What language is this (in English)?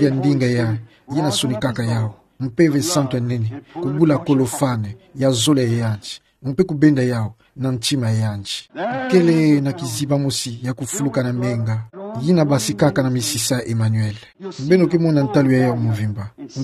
Kituba (Democratic Republic of Congo)